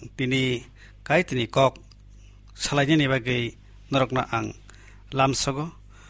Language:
Kok Borok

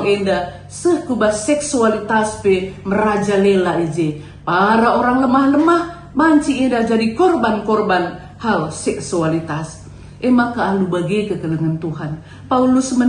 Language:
Batak Karo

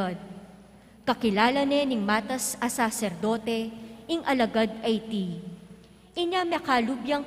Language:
Pampanga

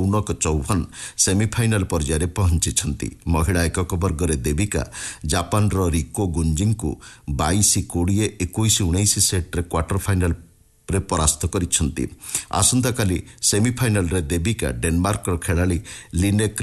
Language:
Odia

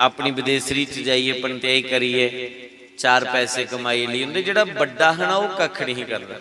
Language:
Dogri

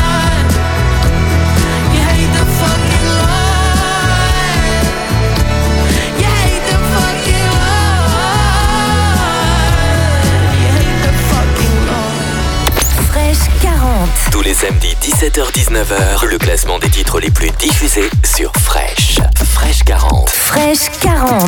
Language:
French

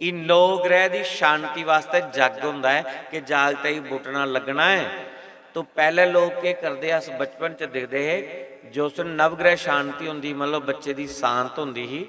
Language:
Dogri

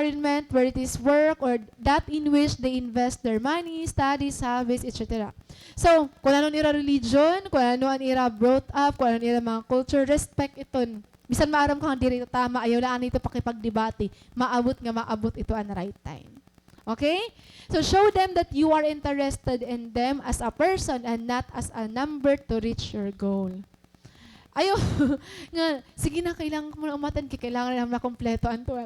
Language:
Waray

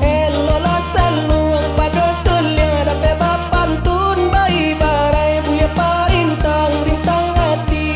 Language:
Minangkabau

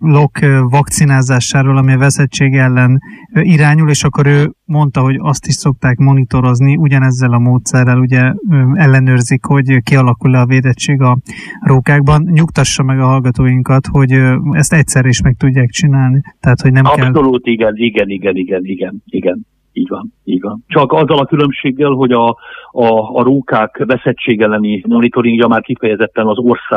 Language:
Hungarian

